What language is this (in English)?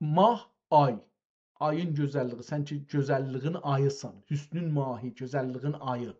South Azerbaijani